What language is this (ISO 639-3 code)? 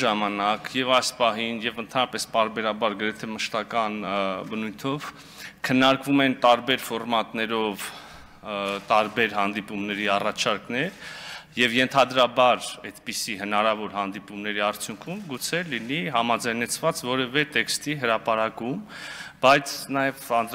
hye